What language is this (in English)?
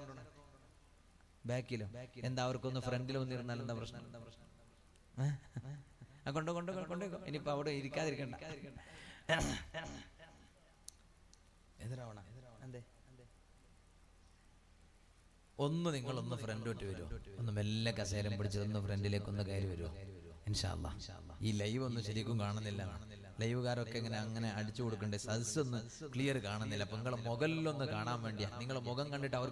Malayalam